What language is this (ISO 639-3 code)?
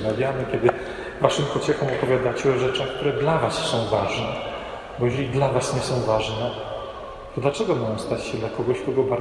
pol